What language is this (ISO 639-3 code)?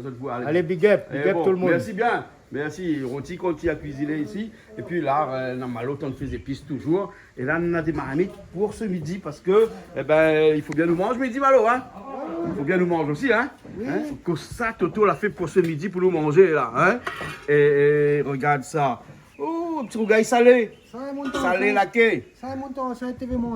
rcf